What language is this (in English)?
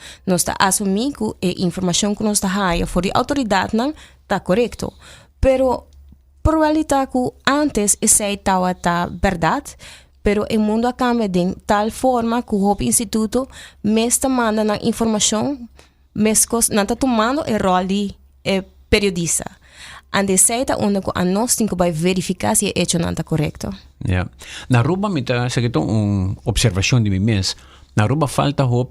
Papiamento